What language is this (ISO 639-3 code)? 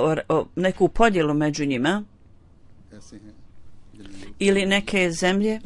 bos